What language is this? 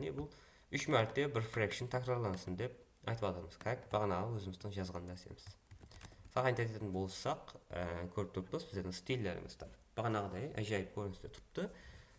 Kara-Kalpak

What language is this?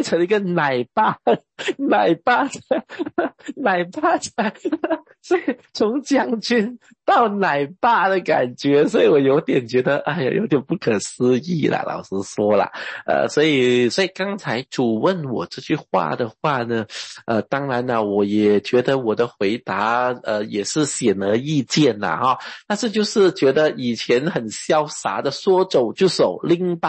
Chinese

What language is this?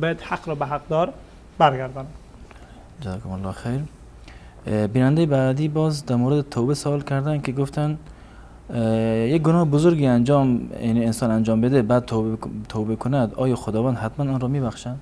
Persian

